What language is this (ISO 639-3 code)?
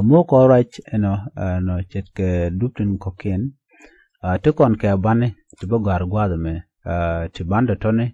nus